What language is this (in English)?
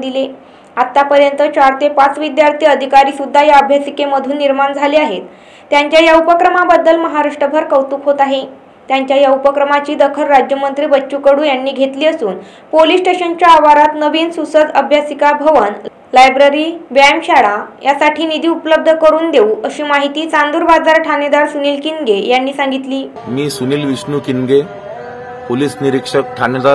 Marathi